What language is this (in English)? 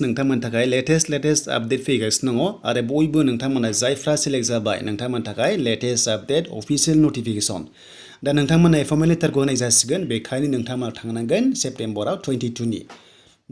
Bodo